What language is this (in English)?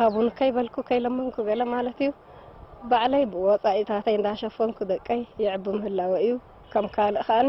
Tigrinya